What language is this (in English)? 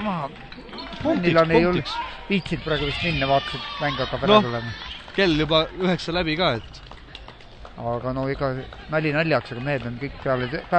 Estonian